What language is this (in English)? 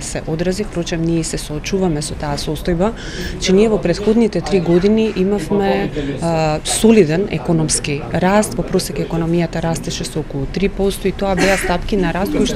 Macedonian